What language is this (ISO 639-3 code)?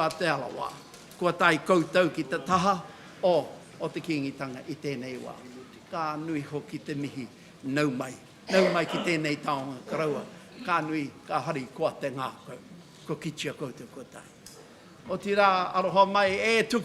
mri